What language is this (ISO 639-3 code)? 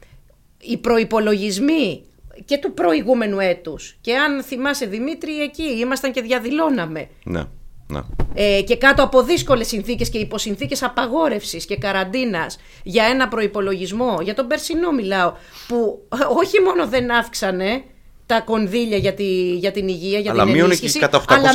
ell